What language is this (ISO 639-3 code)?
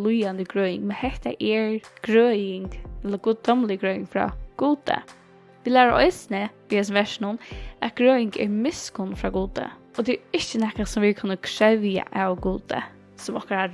fao